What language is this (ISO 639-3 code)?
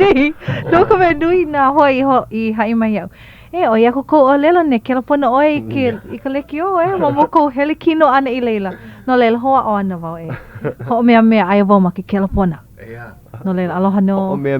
haw